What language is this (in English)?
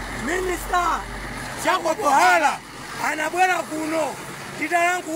Nyanja